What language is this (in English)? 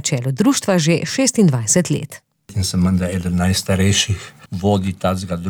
Slovenian